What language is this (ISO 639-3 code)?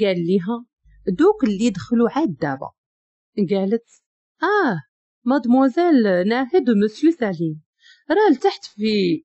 ary